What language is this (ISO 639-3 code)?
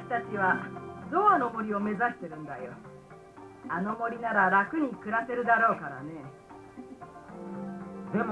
jpn